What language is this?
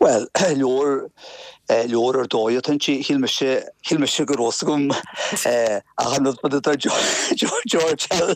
Irish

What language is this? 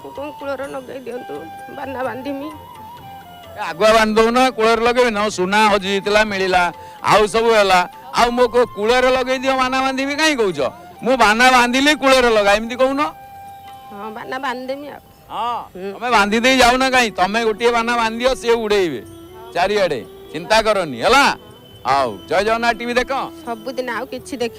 Odia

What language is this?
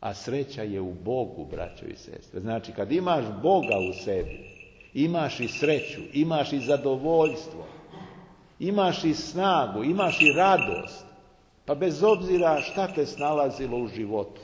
Serbian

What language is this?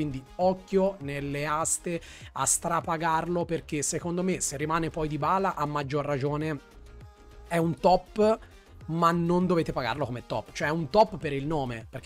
Italian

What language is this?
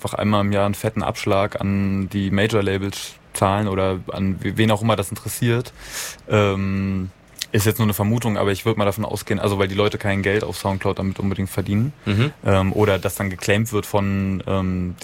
German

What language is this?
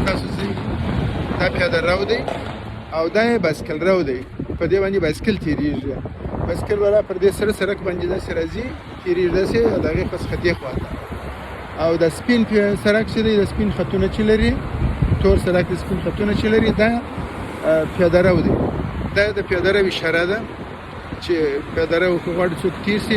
Pashto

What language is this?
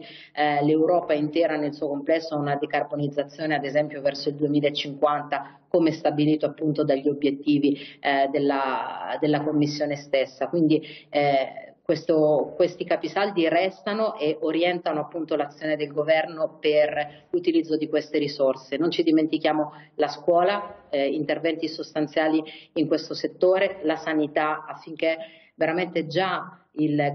Italian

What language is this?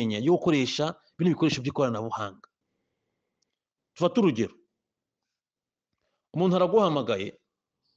Kinyarwanda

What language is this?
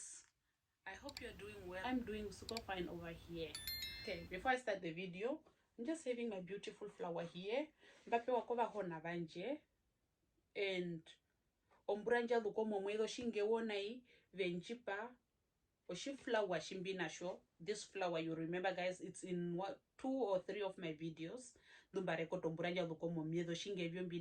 Herero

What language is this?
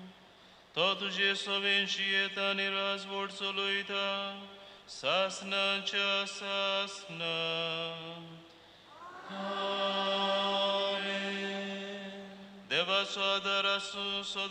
Konkani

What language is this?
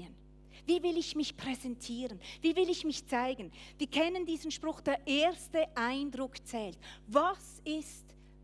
Swiss German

